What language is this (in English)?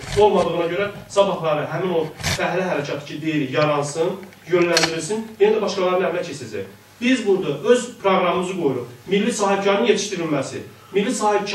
South Azerbaijani